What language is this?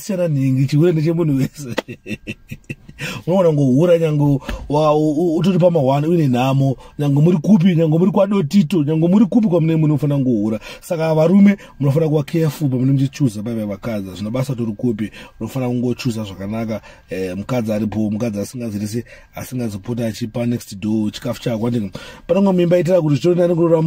Shona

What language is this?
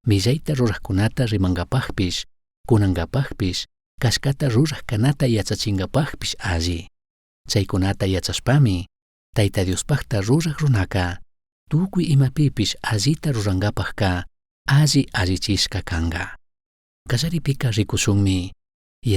Chimborazo Highland Quichua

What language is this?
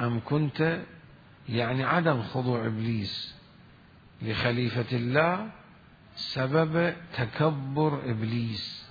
Mesopotamian Arabic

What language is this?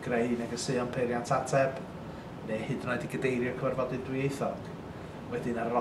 Welsh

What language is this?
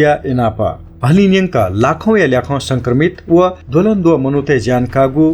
Newari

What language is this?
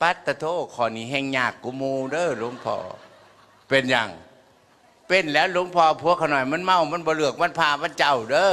Northeastern Thai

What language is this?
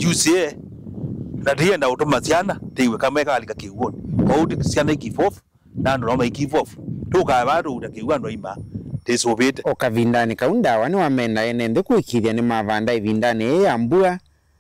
Kamba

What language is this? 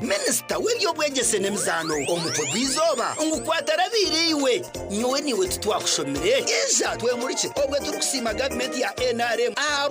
Nyankole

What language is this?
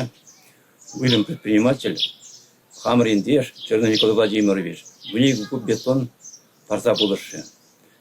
Chuvash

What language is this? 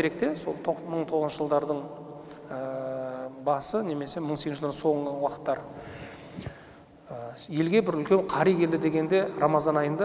Kazakh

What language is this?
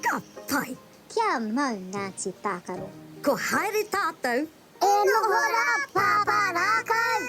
Māori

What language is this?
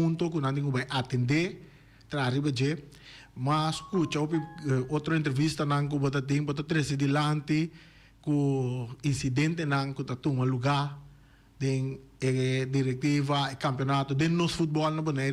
Papiamento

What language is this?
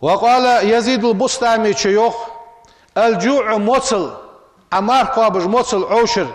Ingush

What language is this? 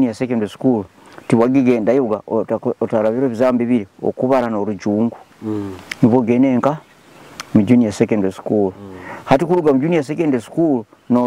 Nyoro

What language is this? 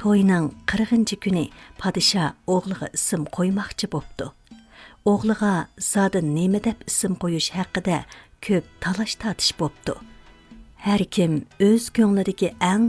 Uyghur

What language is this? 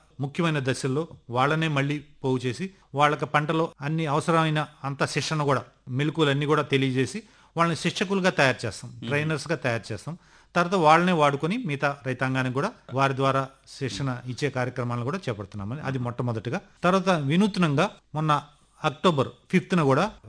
Telugu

